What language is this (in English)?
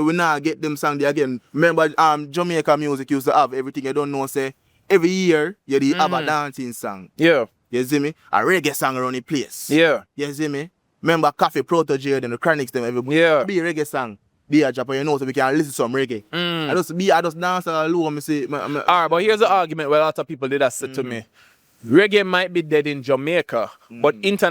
Jamaican Creole English